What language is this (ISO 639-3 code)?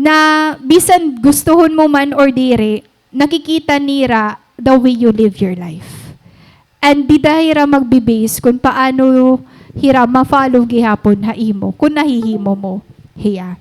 war